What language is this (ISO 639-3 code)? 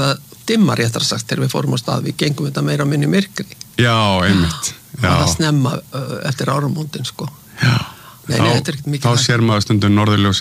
isl